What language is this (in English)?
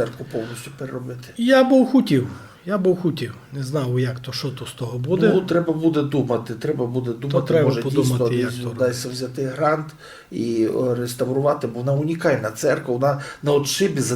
Rusyn